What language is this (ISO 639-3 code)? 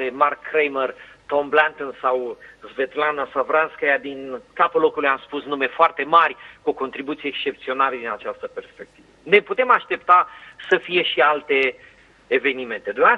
ron